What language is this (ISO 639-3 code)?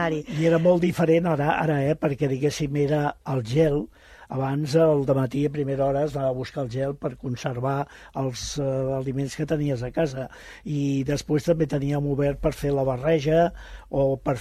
cat